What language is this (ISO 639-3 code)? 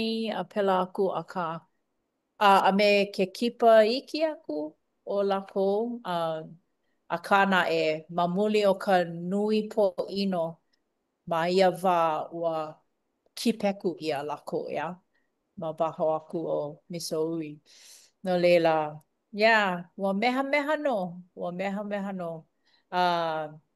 haw